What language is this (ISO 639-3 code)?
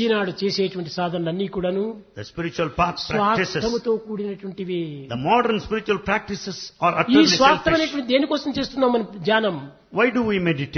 tel